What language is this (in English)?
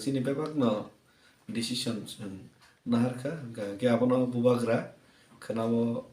Kok Borok